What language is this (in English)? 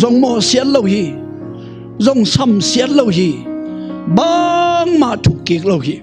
Tedim Chin